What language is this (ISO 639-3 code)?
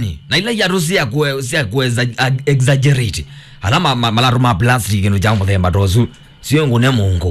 kam